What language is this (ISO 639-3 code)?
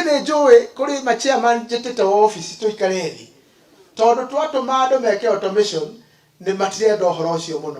kik